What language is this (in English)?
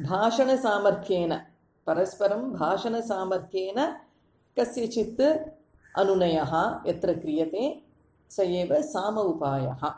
Sanskrit